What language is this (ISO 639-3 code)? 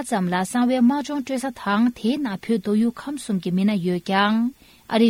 bod